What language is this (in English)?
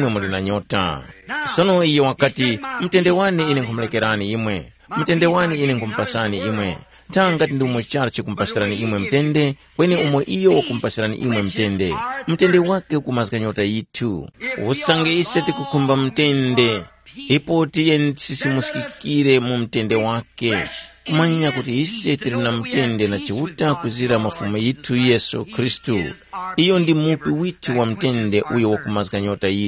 Tumbuka